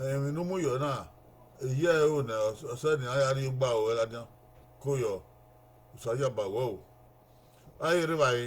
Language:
Bini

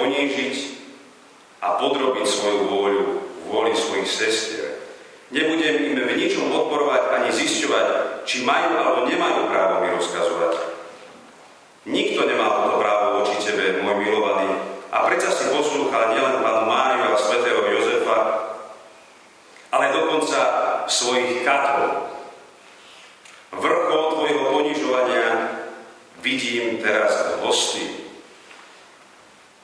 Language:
Slovak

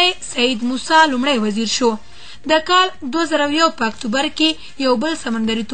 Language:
Pashto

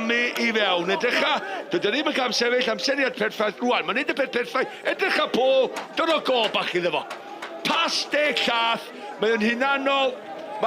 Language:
Welsh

